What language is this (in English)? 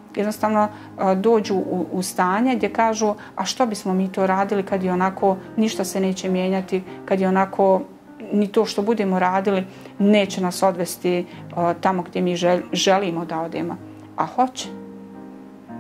Bosnian